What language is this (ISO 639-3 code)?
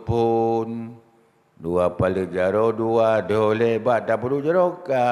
ace